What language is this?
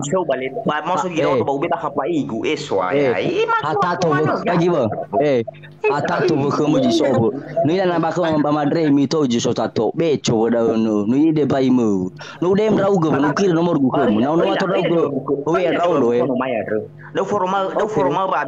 Nias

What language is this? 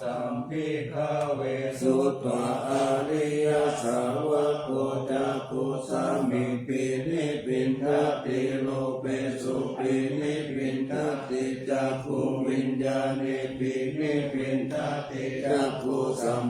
Pali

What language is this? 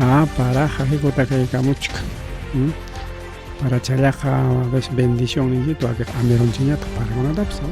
Ayacucho Quechua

